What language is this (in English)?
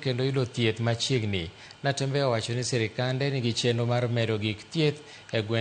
Luo (Kenya and Tanzania)